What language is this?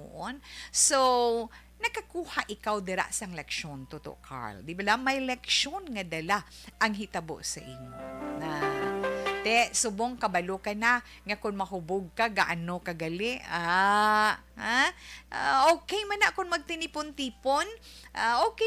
Hiligaynon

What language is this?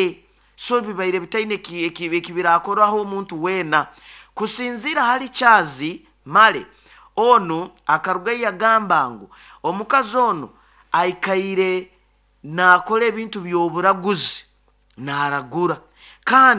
Nyoro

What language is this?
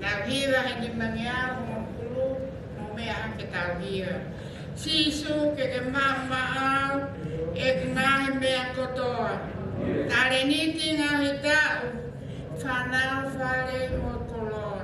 Tongan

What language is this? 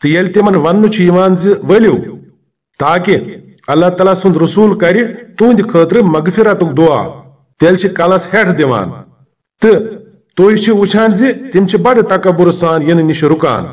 Kashmiri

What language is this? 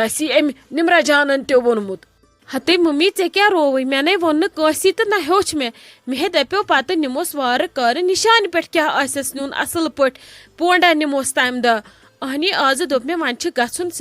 Kashmiri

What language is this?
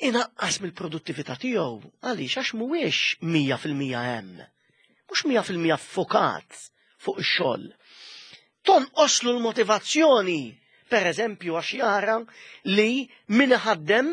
Maltese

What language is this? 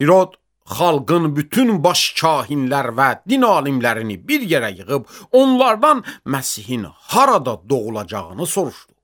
Azerbaijani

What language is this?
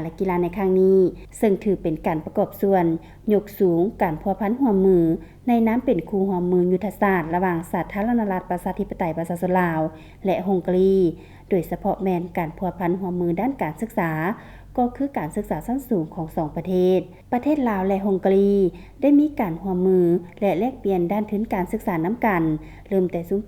Lao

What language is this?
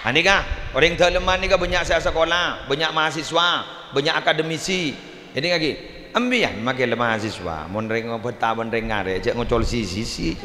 Madurese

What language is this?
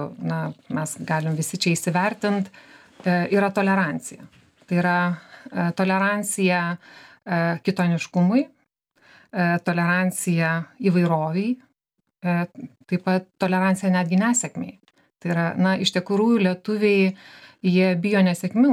Lithuanian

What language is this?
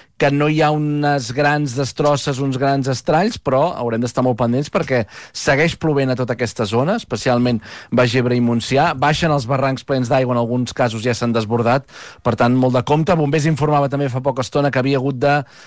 Catalan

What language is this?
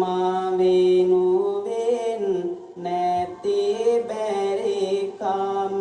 Sinhala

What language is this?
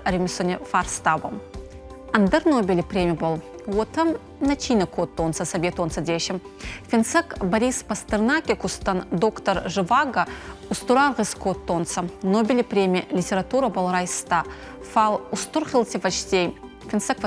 Ossetic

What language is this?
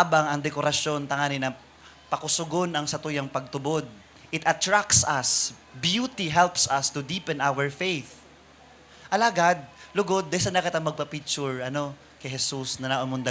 Bikol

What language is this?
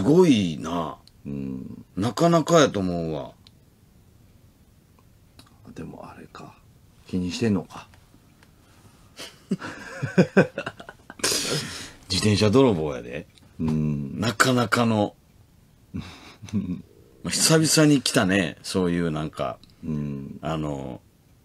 Japanese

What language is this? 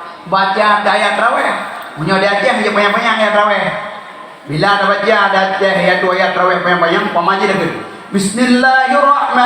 Achinese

